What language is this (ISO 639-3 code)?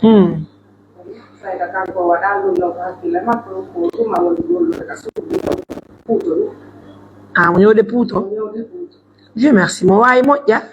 fuf